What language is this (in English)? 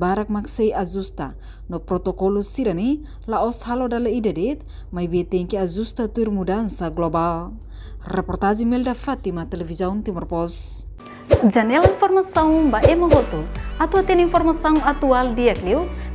Tetum